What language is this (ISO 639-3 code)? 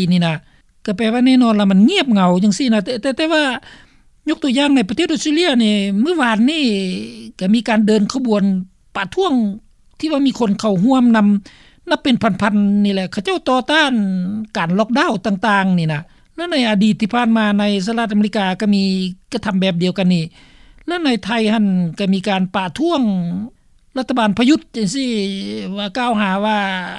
lao